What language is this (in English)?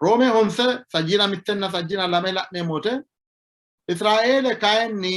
Sidamo